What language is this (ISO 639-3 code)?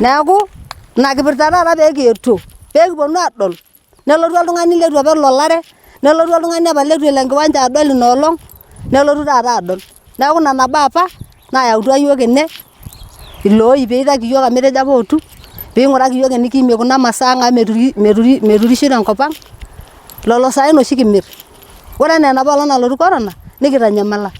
mas